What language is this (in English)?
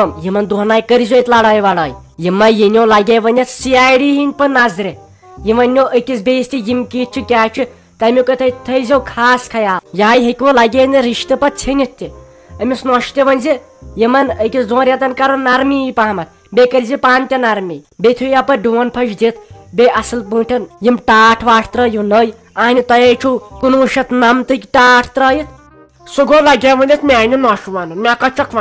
Kashmiri